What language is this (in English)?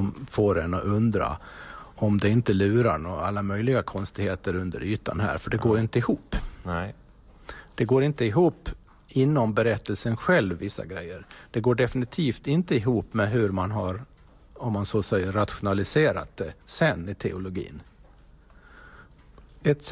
Swedish